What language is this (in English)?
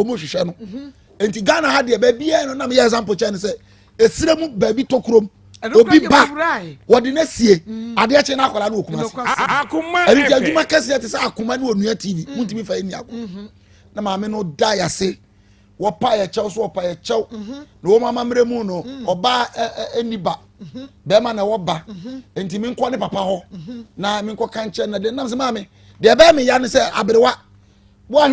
Akan